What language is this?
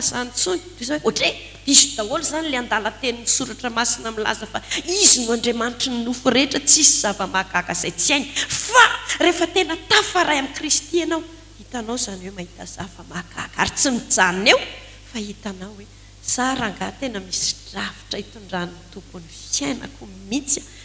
Malagasy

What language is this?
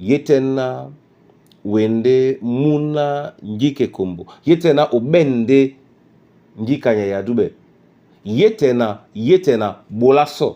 Duala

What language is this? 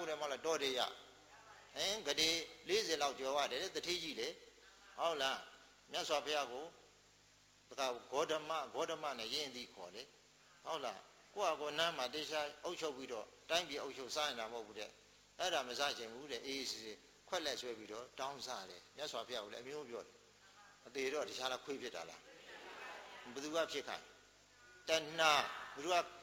Burmese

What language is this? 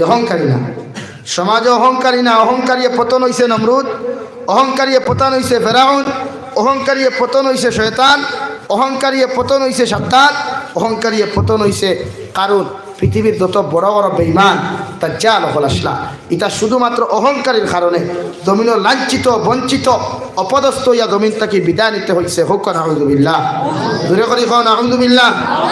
Sylheti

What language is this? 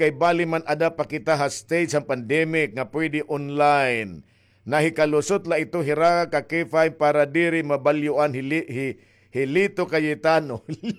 Waray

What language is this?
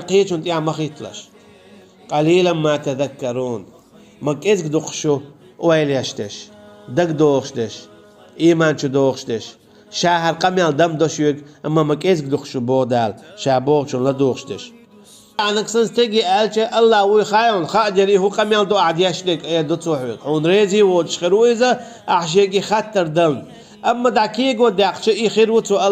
Chechen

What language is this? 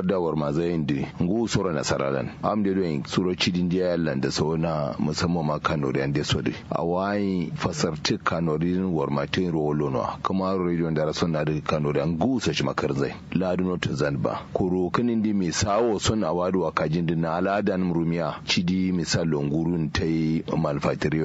Kanuri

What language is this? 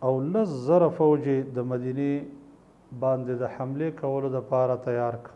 Pashto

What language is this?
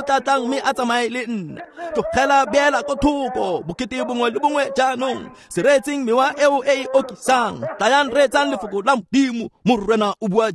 Tswana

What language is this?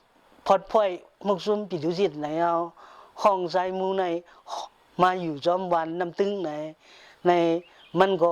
Shan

